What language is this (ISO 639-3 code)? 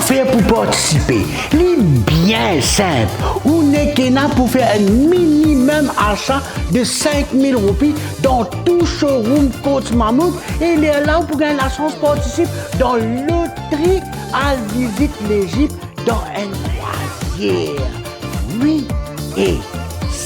mfe